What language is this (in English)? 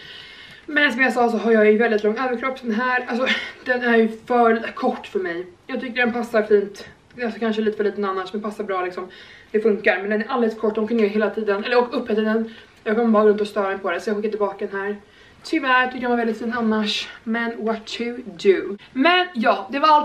Swedish